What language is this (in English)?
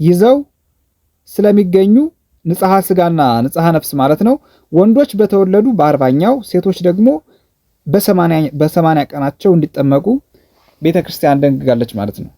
Amharic